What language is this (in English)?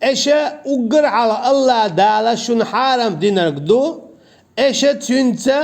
Chechen